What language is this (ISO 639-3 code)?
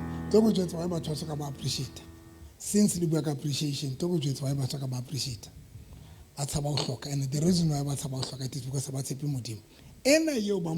sot